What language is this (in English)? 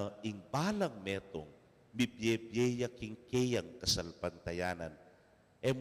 Pampanga